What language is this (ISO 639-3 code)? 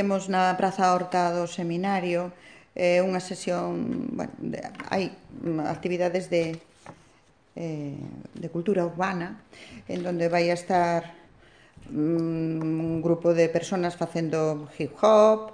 glg